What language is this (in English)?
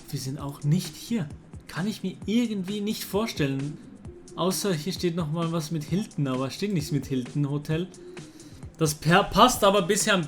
Swiss German